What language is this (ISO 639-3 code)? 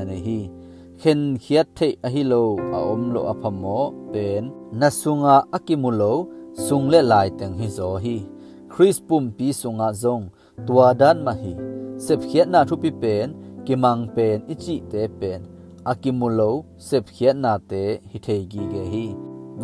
ctd